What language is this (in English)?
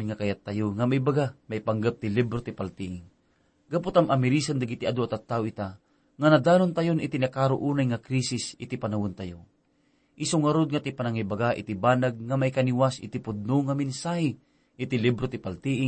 Iloko